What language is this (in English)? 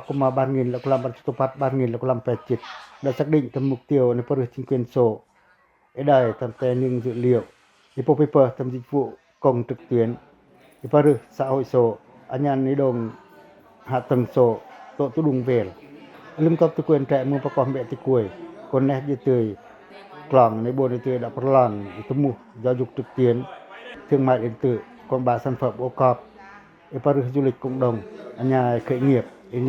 Pacoh